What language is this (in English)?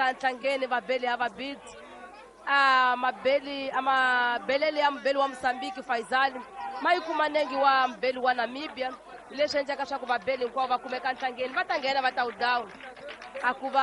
Tsonga